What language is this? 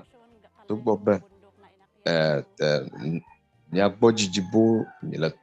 Ewe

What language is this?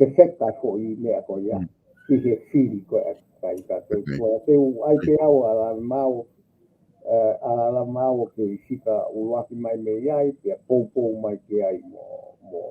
Tongan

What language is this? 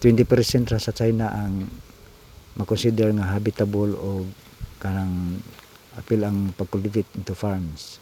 Cebuano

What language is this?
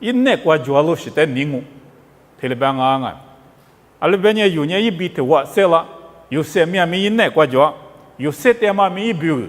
Lisu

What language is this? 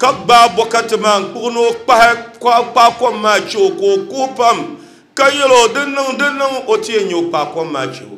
Dagbani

